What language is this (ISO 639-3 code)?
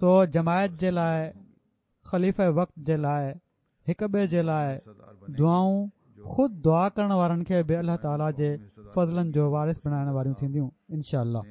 snd